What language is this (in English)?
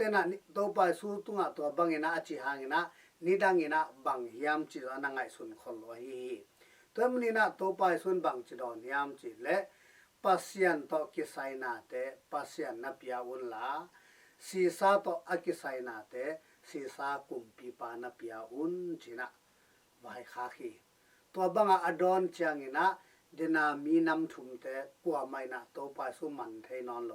Tedim Chin